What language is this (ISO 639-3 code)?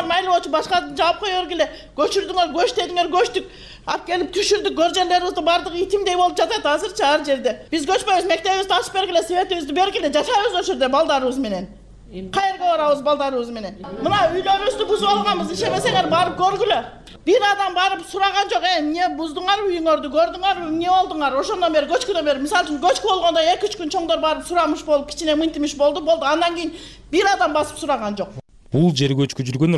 kir